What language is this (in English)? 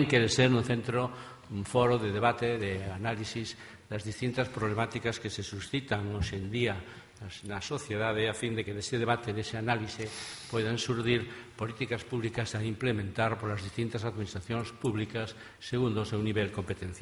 Galician